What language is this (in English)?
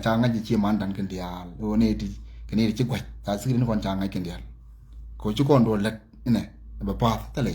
Nuer